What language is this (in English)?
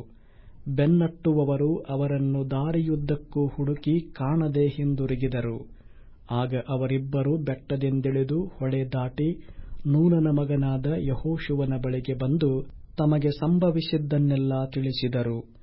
Kannada